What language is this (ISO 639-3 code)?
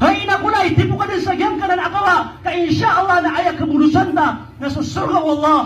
mrw